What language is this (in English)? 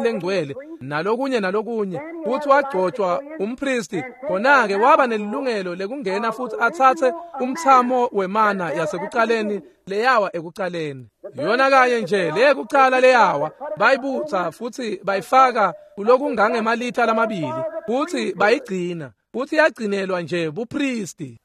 Swati